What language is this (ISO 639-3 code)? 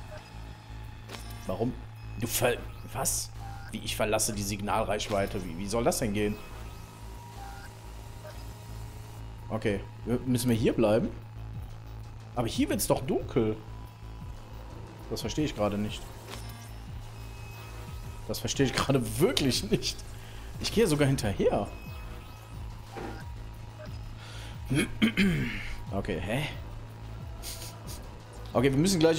deu